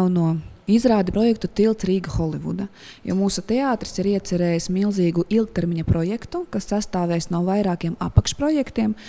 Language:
Latvian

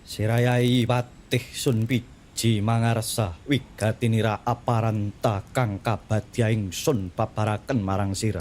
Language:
Javanese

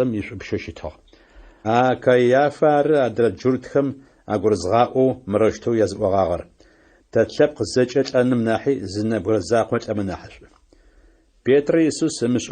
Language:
Adyghe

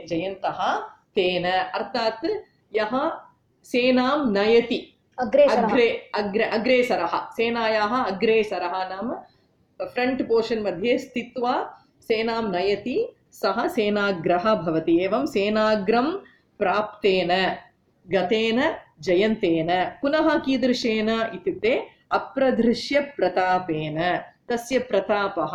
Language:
Sanskrit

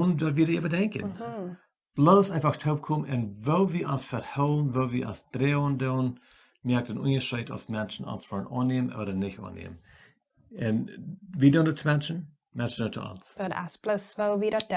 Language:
Plautdietsch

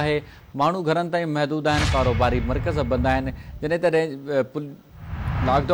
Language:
Sindhi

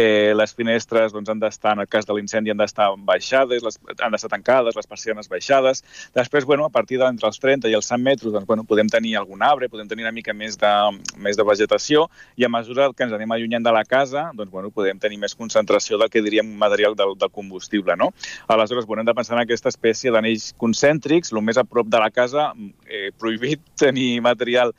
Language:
Catalan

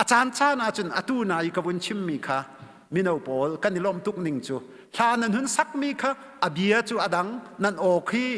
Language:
Hakha Chin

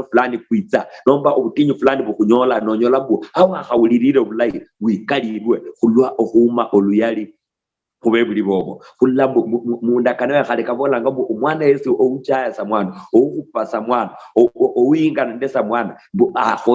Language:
Luyia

